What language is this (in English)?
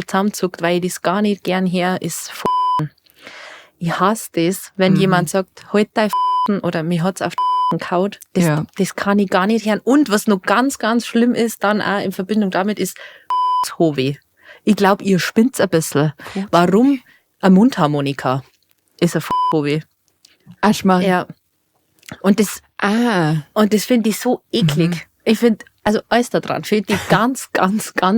Bavarian